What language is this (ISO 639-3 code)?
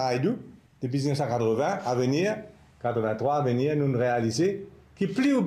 mfe